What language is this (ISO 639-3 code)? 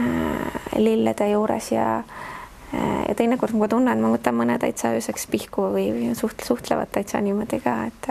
est